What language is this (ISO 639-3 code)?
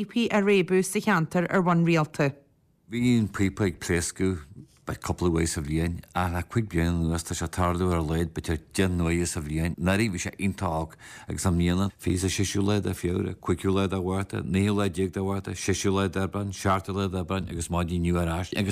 gle